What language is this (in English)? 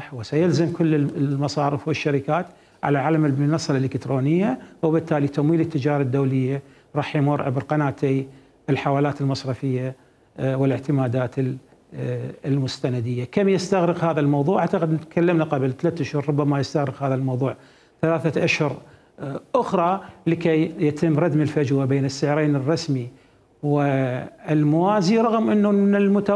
Mesopotamian Arabic